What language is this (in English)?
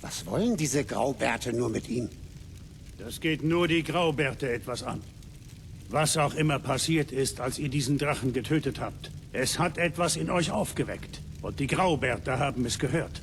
Bavarian